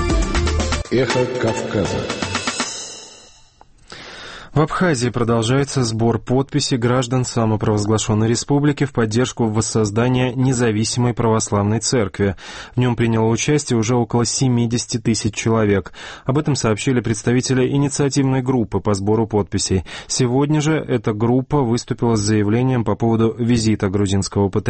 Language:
Russian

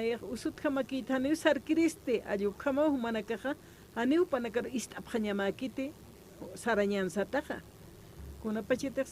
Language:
Aymara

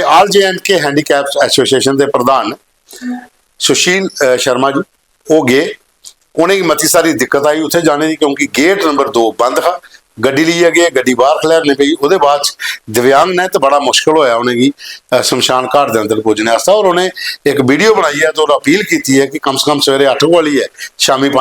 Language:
Dogri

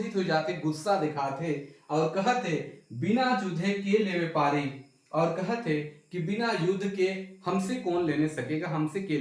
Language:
Sadri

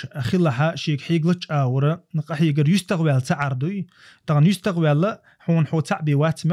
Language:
Chechen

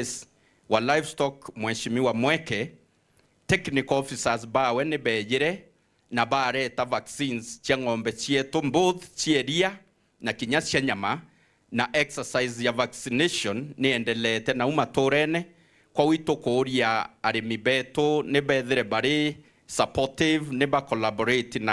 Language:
Meru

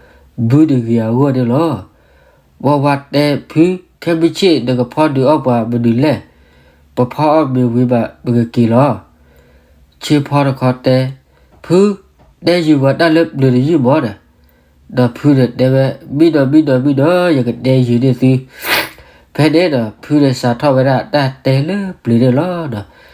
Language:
S'gaw Karen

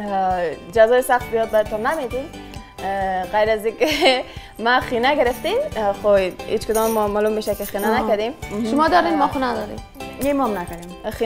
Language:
Persian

